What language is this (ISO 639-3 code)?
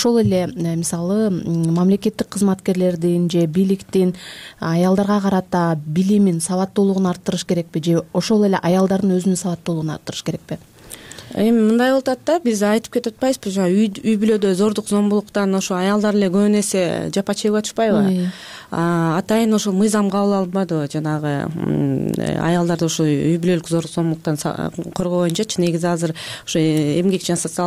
kir